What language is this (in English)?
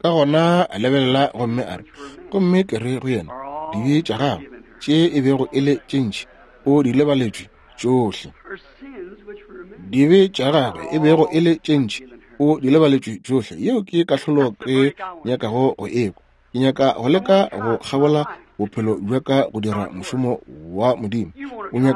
Northern Sotho